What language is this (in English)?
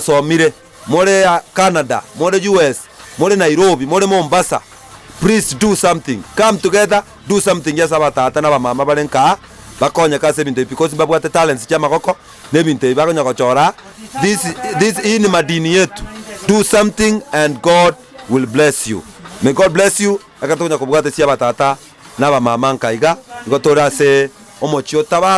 Gusii